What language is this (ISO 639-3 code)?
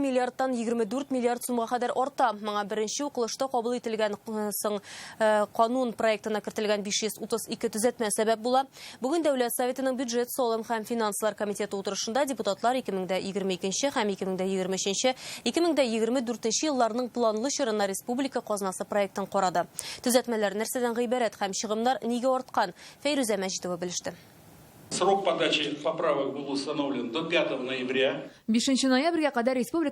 tat